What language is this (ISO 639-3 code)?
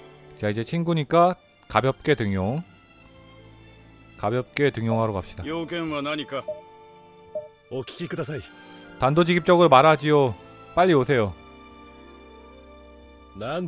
kor